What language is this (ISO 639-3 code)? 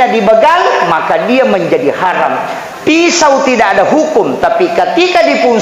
bug